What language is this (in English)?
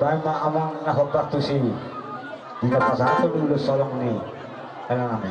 Batak Toba